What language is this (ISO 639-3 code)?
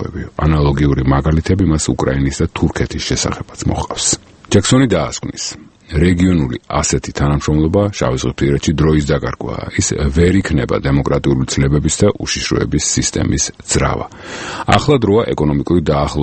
kat